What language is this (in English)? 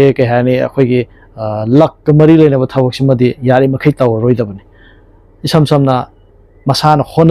Manipuri